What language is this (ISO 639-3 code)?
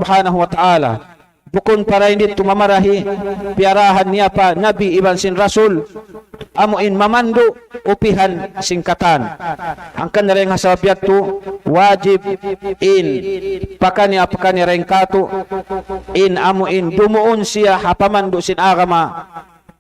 tsg